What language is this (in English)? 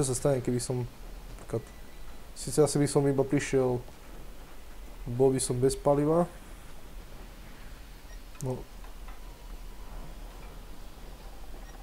Slovak